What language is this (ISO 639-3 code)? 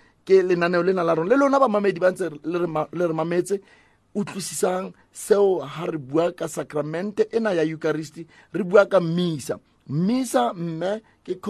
sot